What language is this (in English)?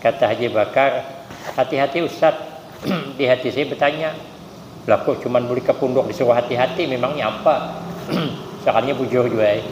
Banjar